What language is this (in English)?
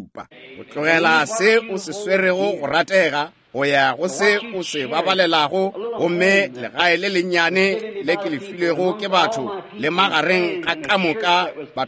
Northern Sotho